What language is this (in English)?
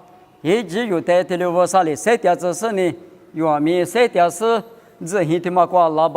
Lisu